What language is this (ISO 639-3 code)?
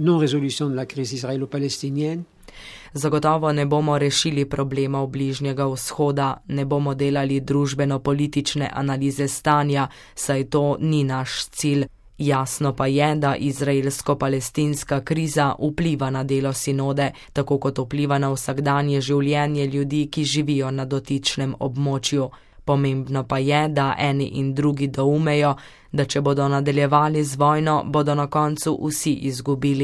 slv